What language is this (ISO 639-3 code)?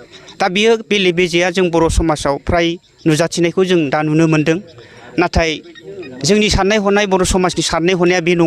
brx